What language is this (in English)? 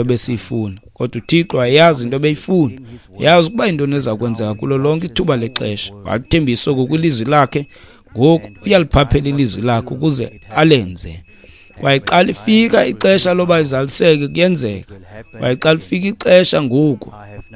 Xhosa